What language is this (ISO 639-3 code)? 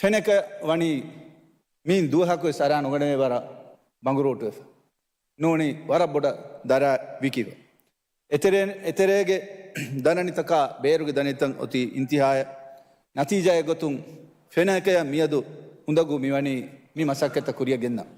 div